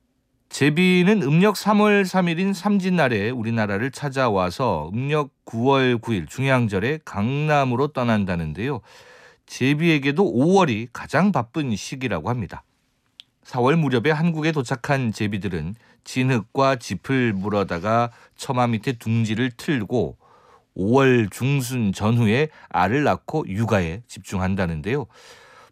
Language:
Korean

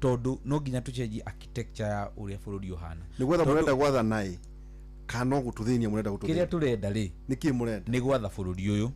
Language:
Kikuyu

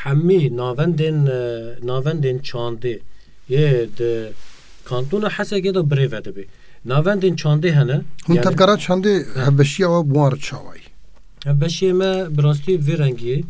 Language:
Kurdish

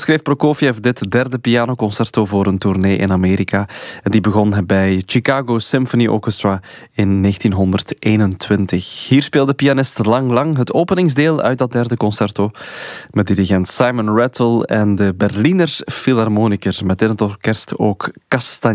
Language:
Dutch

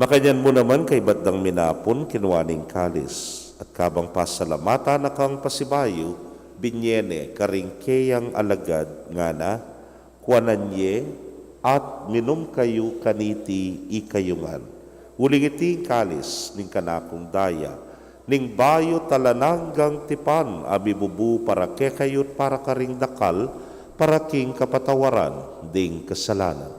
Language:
Pampanga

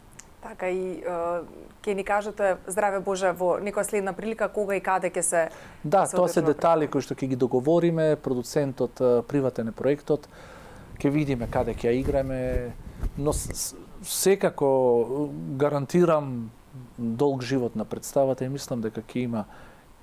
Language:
Macedonian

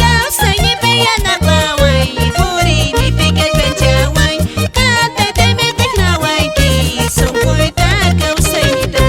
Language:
Quechua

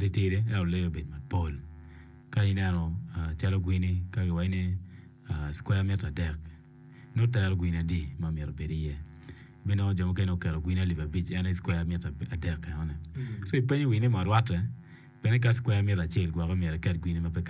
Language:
Acoli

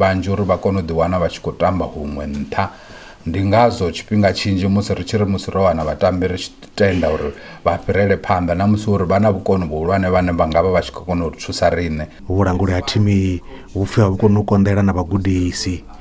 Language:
Venda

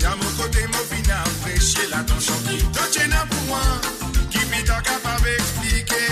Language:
Morisyen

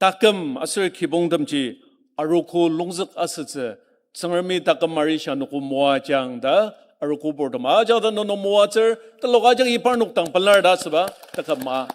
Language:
Ao Naga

